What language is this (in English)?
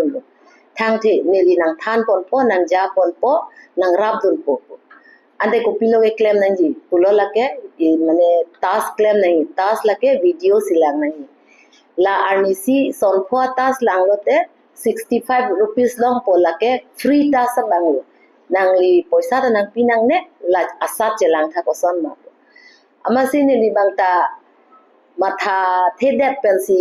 Karbi